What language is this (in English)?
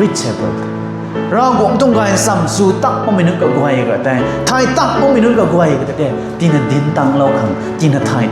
Rongmei Naga